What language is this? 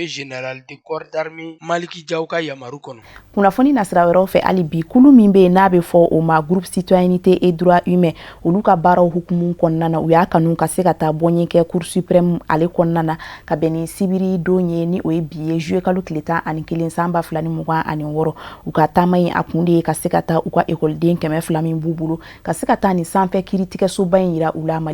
Bambara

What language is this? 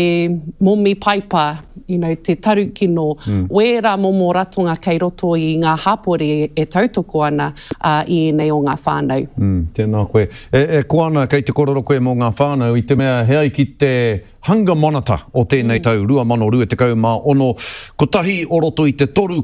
Māori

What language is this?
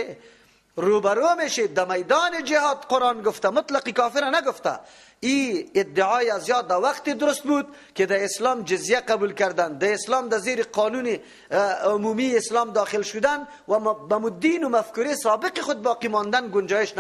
Persian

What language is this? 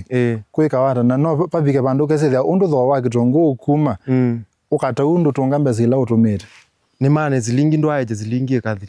Kamba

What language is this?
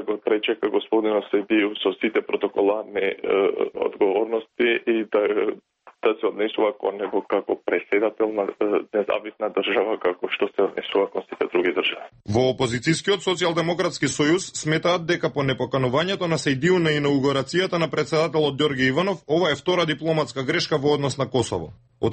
Macedonian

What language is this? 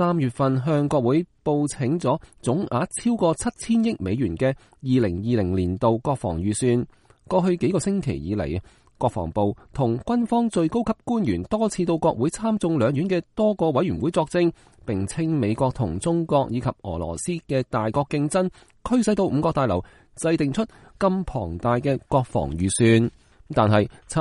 Cantonese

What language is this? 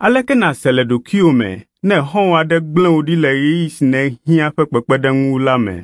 Ewe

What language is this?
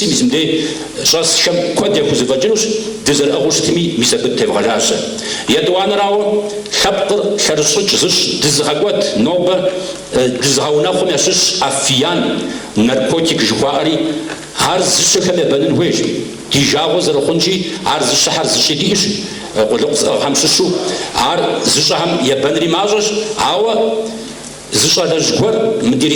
Kabardian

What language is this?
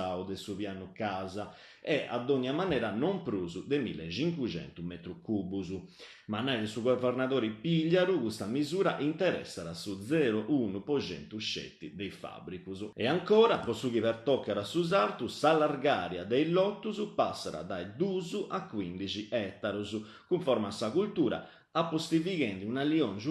Sardinian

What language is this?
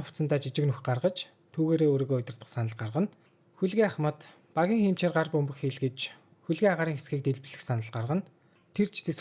Mongolian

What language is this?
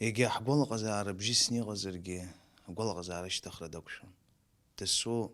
Abkhazian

